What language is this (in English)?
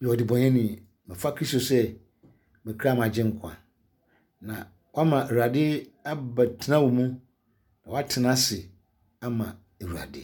Akan